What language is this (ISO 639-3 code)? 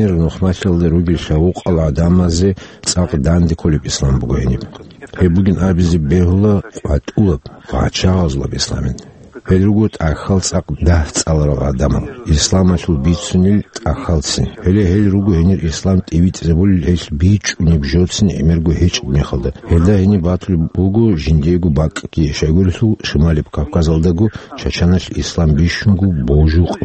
ava